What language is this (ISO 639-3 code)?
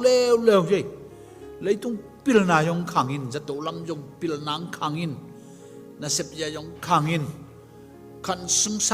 ctd